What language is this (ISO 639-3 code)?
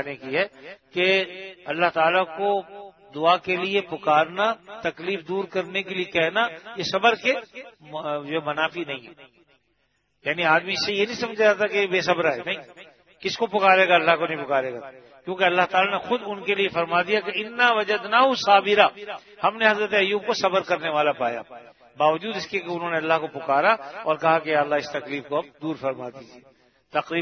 urd